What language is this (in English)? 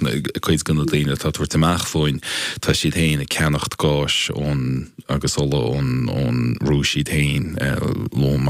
Irish